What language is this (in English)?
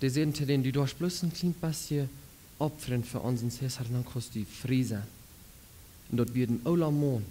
Plautdietsch